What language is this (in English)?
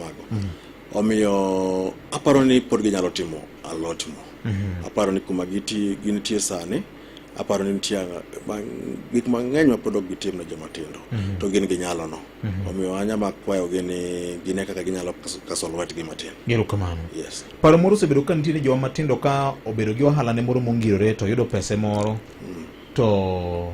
Luo (Kenya and Tanzania)